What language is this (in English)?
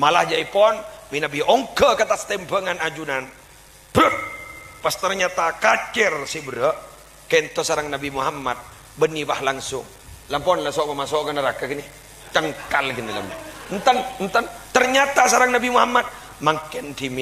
Madurese